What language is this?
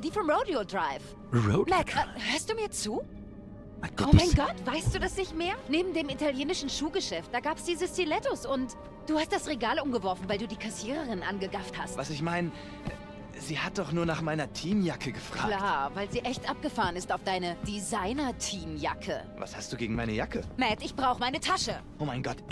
Bavarian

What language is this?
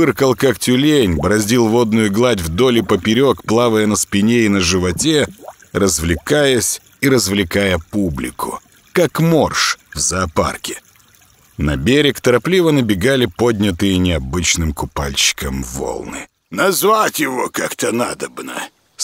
Russian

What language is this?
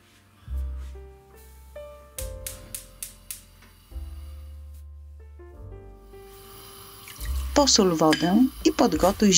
Polish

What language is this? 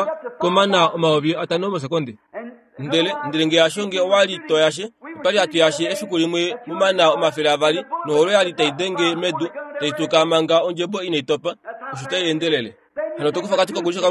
Kuanyama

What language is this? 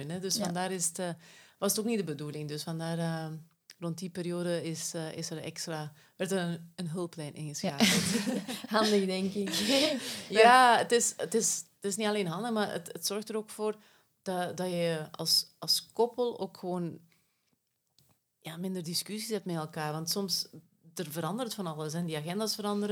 Dutch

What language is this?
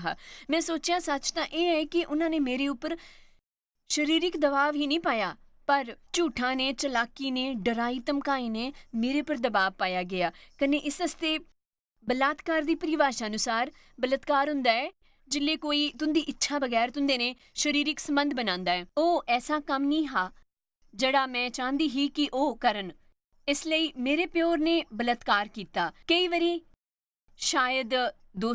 Dogri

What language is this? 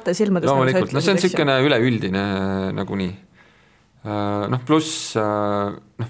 Estonian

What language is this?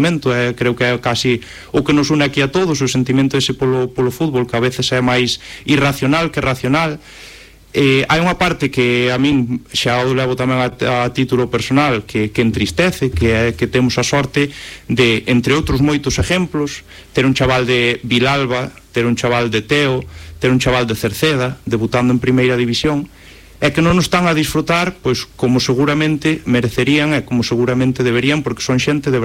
Galician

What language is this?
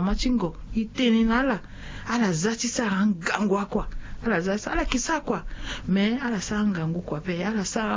Sango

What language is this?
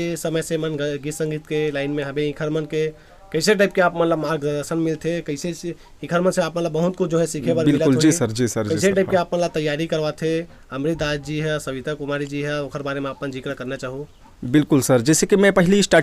Chhattisgarhi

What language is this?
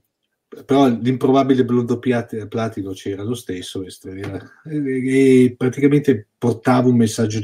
Italian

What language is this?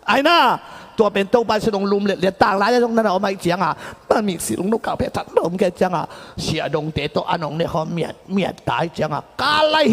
Tedim Chin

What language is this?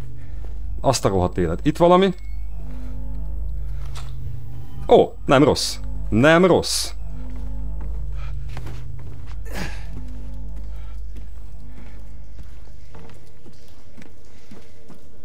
Hungarian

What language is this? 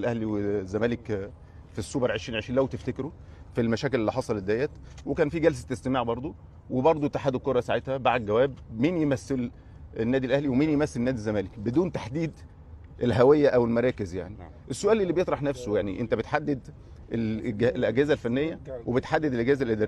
Egyptian Arabic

